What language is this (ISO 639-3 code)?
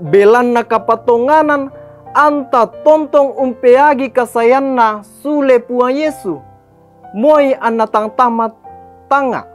sda